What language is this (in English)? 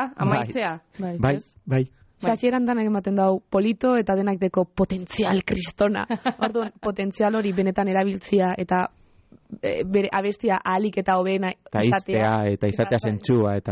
Basque